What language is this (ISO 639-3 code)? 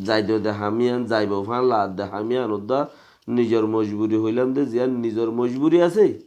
rhg